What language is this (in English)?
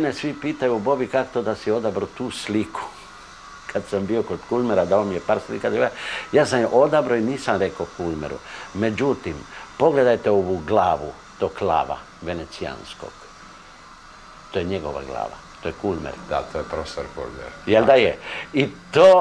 Croatian